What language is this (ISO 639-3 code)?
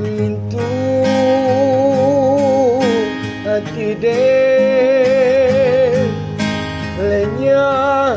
min